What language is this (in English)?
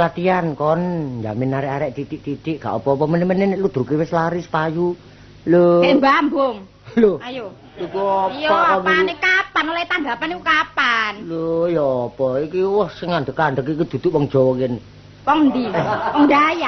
Javanese